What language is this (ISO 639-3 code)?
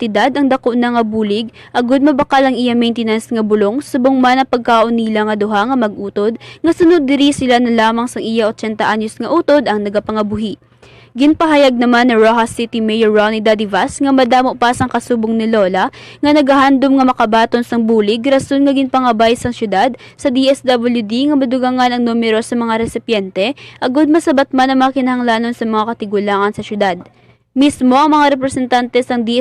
hil